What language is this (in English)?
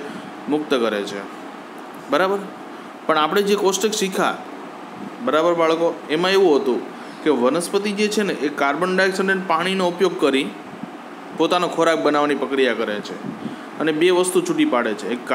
Gujarati